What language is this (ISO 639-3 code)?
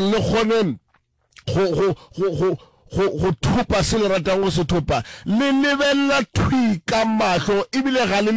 nso